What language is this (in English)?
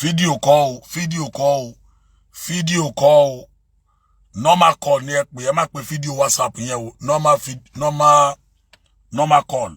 Yoruba